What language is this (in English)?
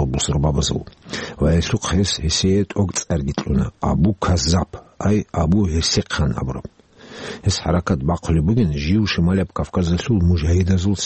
Avaric